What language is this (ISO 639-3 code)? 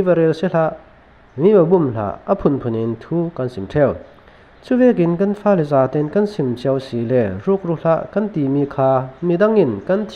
cfm